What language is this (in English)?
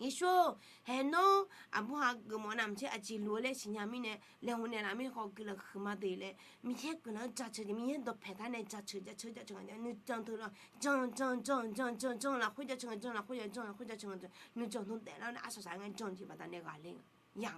Akha